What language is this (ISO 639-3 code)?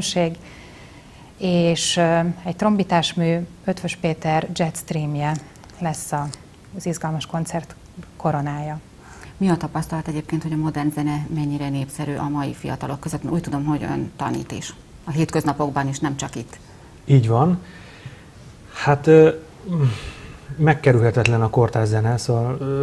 hun